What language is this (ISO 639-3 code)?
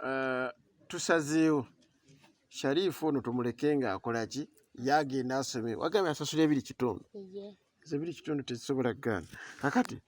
lug